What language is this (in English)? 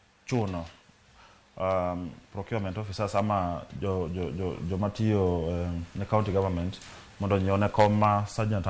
Luo (Kenya and Tanzania)